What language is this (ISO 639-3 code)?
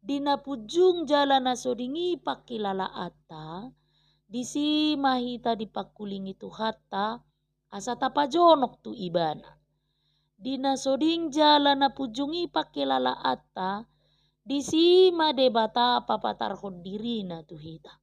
bbc